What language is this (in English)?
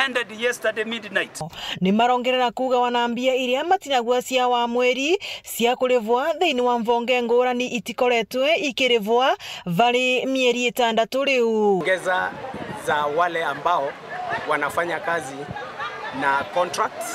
Meru